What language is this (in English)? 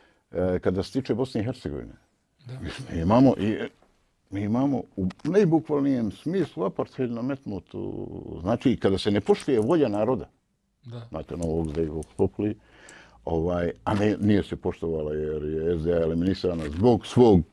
Bosnian